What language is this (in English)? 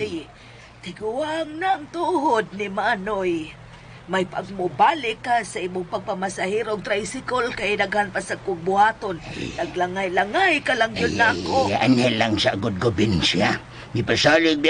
Cebuano